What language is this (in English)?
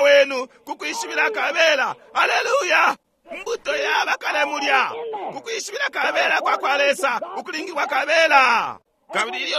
Bemba